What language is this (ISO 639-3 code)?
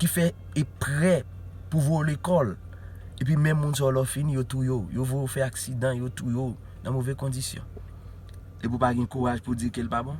hat